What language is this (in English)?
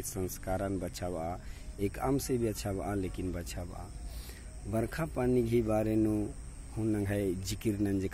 Kurukh